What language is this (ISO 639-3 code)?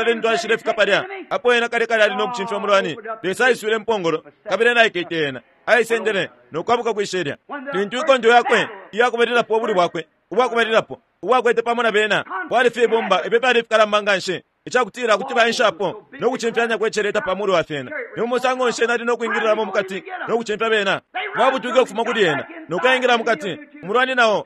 bem